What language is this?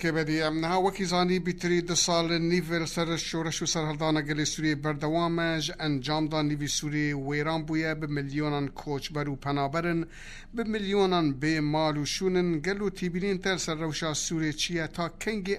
Kurdish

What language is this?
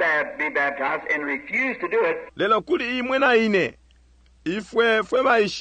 Bemba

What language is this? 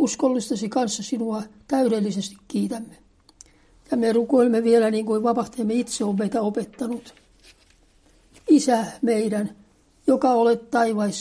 Finnish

